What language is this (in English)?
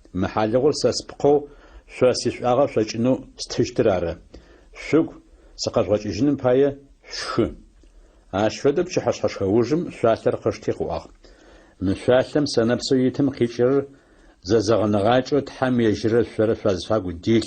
Adyghe